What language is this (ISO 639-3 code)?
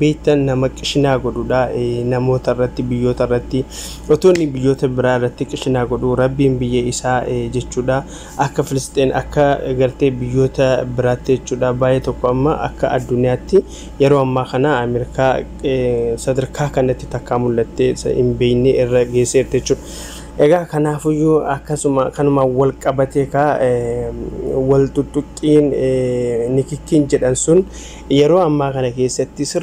orm